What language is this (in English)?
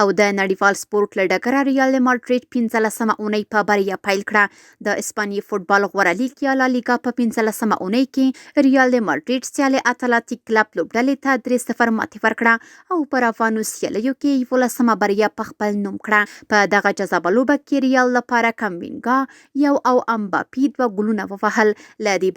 Pashto